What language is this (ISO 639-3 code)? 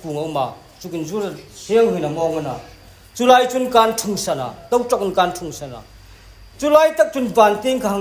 hmr